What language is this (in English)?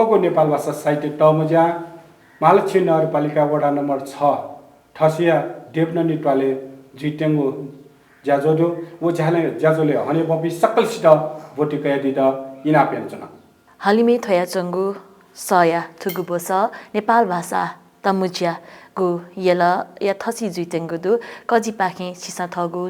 Newari